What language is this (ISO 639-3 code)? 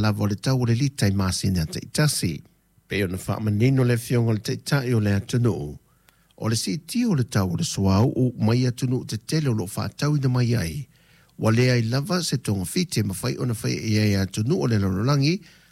smo